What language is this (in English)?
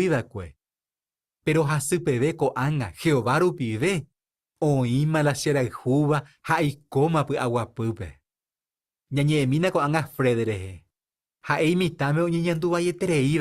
Guarani